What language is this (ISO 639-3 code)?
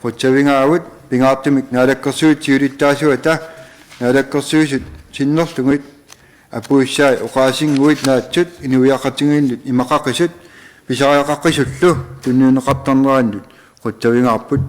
kal